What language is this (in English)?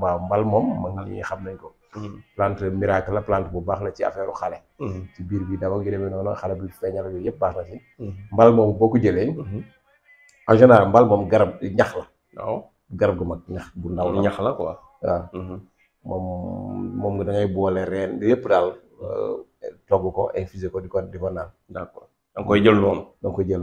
Wolof